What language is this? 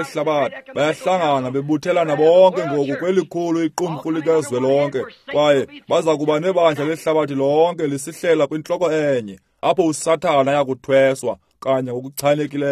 Xhosa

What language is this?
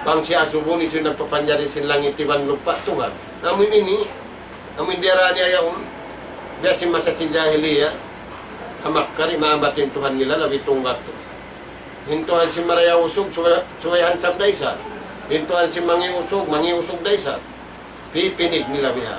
Tausug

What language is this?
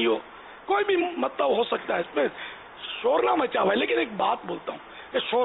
Urdu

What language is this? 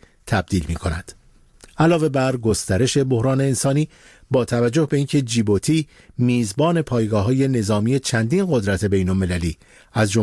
Persian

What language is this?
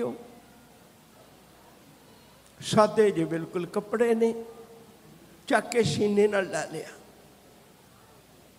Punjabi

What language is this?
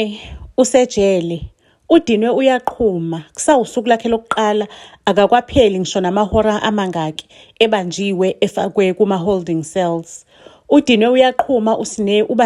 Zulu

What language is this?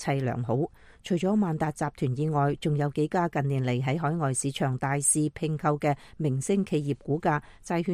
Cantonese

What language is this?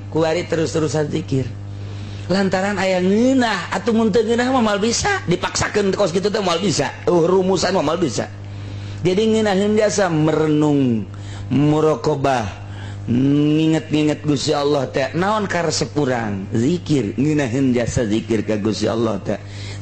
Sundanese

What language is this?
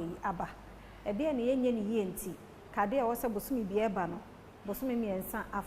Akan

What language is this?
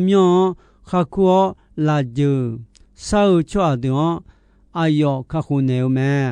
Akha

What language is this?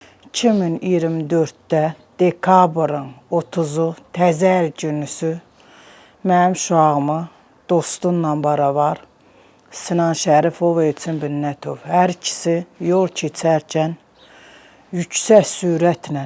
Azerbaijani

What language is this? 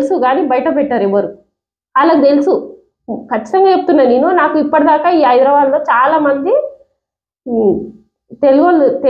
Telugu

